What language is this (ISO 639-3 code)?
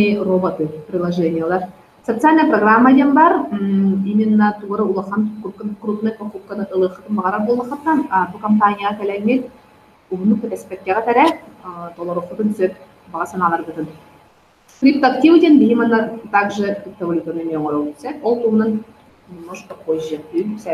sah